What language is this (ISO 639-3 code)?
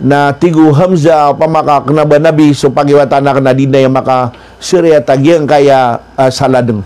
mrw